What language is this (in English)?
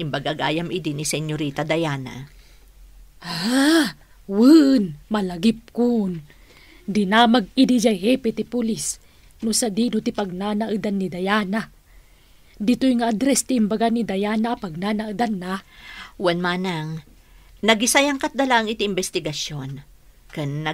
Iloko